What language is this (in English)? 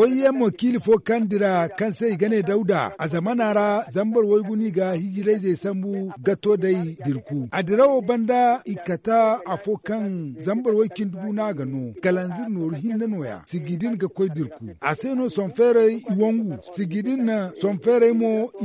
Zarma